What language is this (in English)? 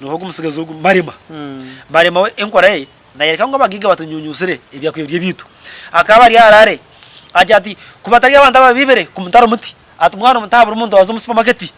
Nyankole